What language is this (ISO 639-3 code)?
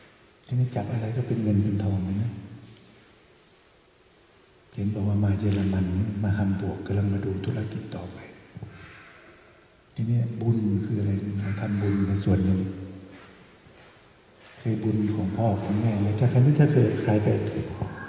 tha